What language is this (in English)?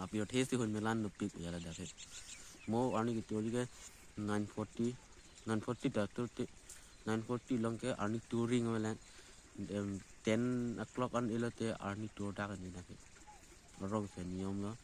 Karbi